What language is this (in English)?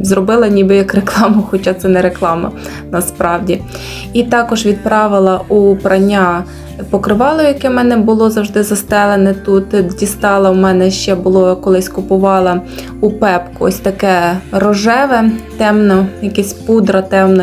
Ukrainian